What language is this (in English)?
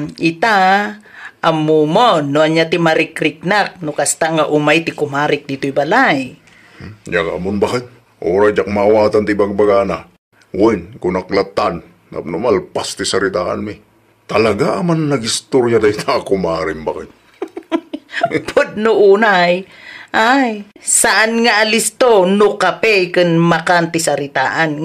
Iloko